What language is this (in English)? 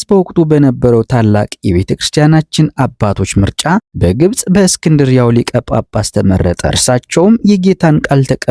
Amharic